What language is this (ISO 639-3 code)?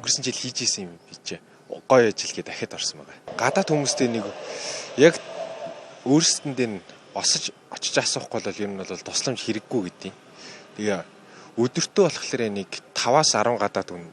mon